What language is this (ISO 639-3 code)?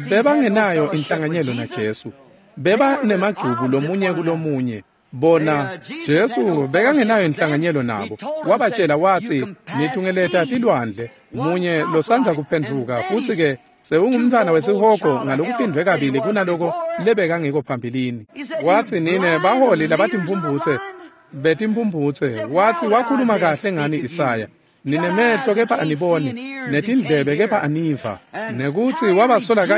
ssw